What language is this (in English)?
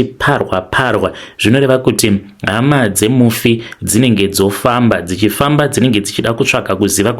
Shona